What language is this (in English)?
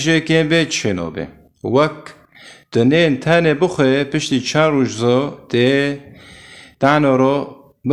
Kurdish